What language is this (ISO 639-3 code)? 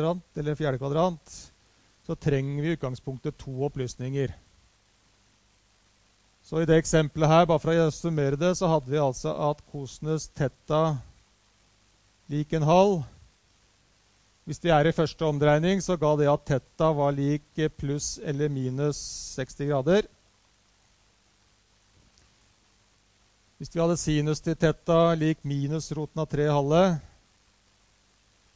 nor